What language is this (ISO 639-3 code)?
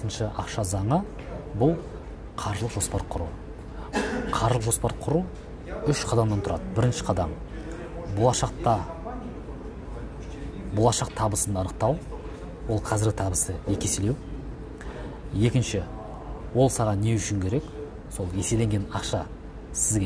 kaz